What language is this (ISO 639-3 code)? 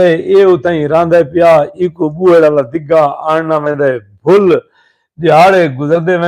skr